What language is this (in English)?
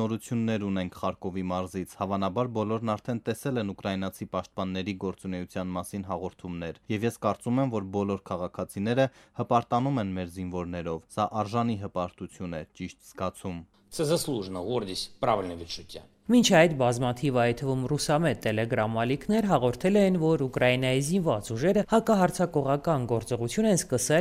Armenian